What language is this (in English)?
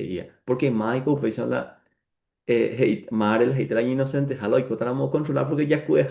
Guarani